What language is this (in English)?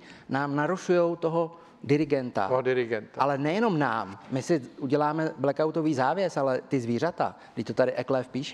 Czech